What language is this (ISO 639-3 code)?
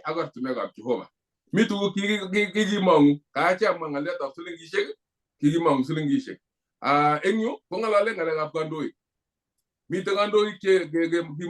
kln